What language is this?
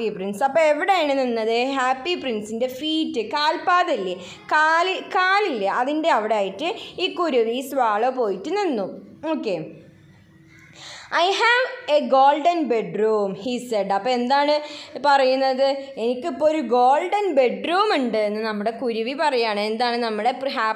Malayalam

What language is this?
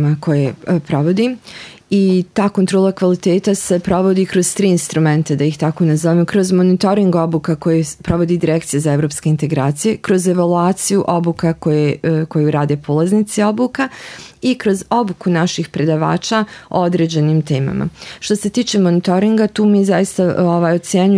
Bosnian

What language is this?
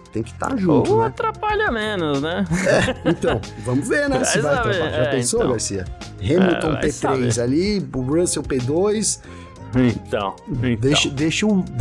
Portuguese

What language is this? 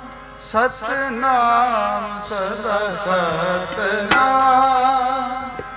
Punjabi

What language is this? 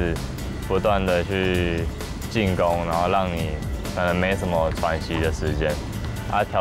Chinese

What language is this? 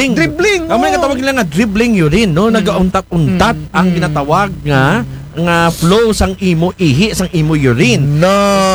Aklanon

